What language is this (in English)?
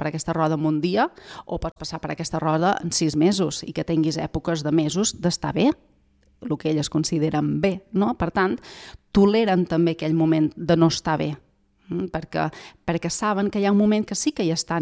Catalan